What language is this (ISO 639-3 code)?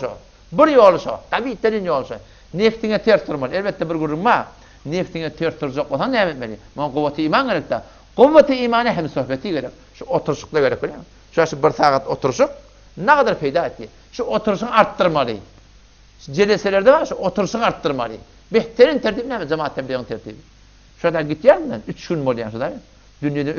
tuk